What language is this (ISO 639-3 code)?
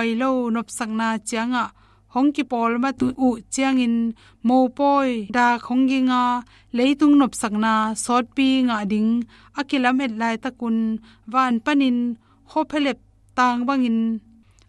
ctd